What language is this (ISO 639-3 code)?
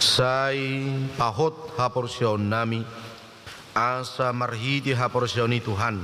bbc